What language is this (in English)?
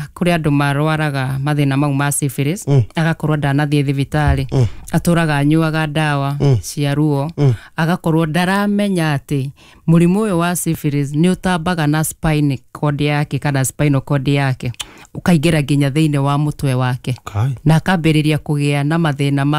Kikuyu